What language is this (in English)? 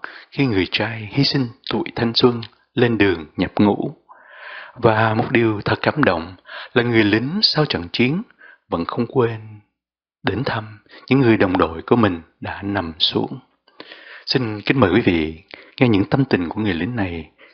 Vietnamese